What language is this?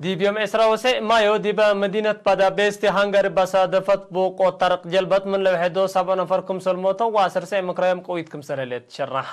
Tigre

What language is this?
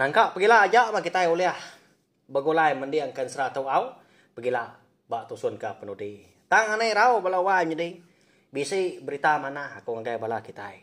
Iban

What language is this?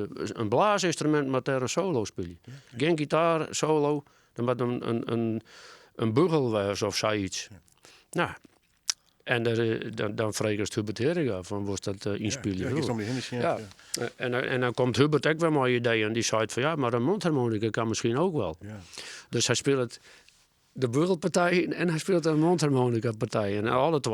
Western Frisian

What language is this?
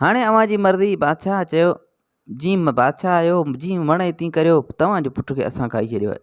Sindhi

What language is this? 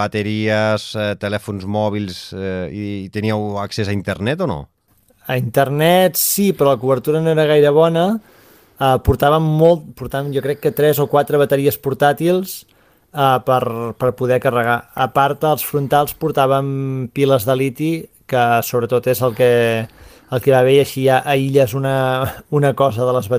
Catalan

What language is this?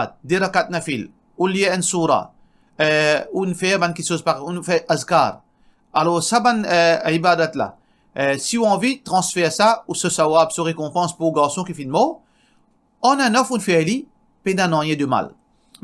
Morisyen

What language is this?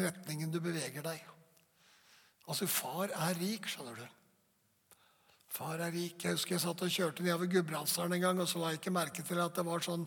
Norwegian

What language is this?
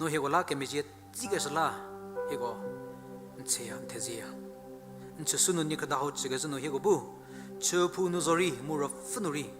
Angami Naga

